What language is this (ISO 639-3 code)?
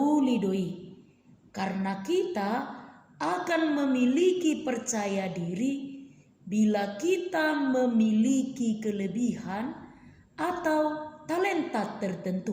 bbc